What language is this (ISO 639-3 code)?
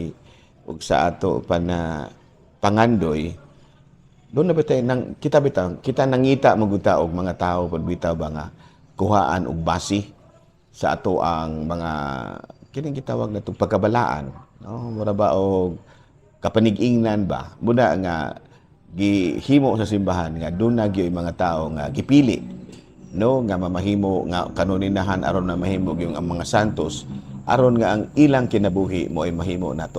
ceb